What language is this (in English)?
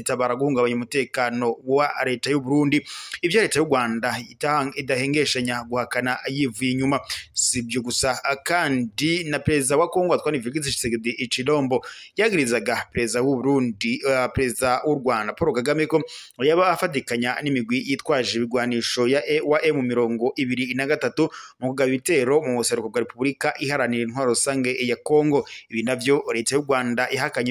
Rundi